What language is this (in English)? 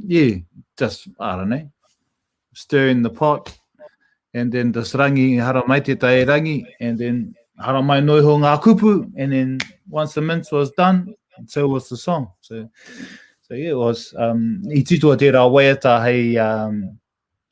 Māori